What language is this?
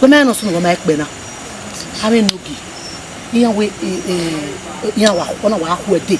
Bini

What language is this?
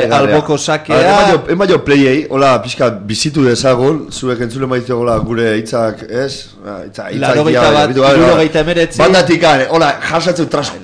Basque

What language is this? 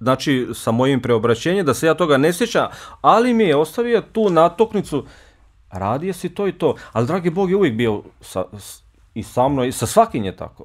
Bosnian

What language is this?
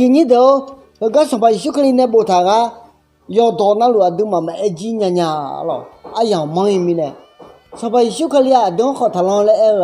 Akha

